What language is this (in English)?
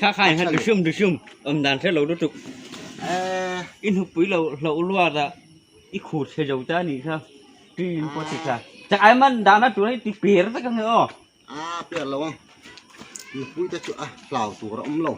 Hmar